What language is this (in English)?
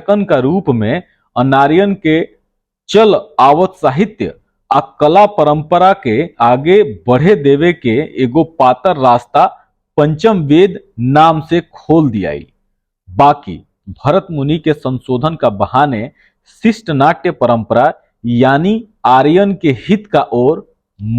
Bhojpuri